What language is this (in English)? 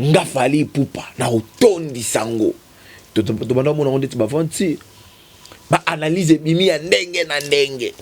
Lingala